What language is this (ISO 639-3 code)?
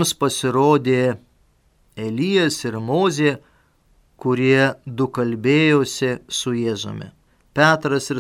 lit